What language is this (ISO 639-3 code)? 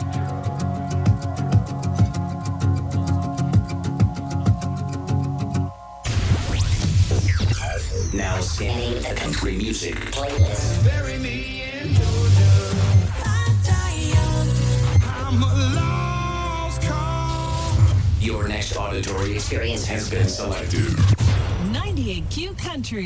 eng